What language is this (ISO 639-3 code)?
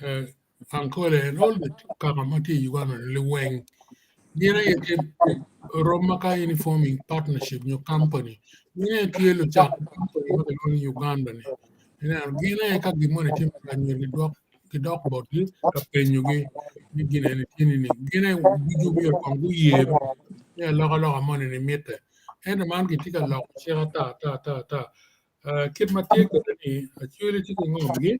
ach